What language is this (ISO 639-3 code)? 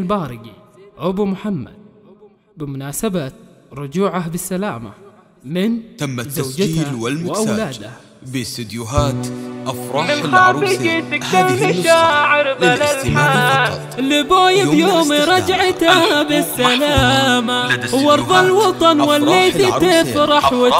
ara